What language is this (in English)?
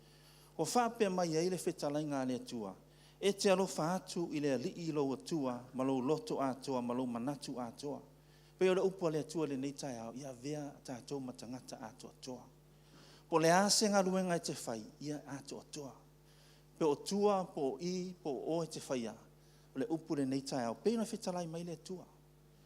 Samoan